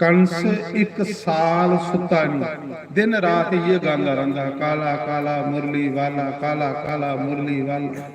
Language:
Dogri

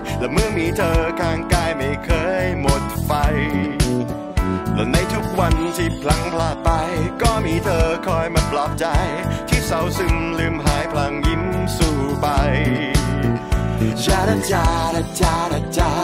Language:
Thai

